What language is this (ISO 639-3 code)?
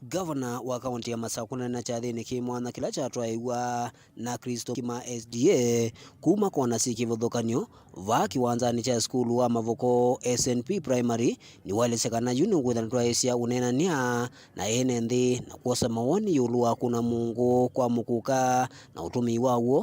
kam